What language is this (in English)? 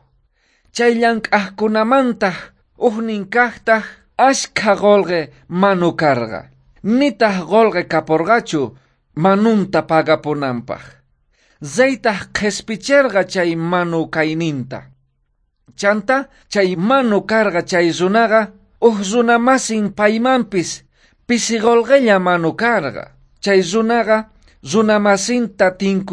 South Bolivian Quechua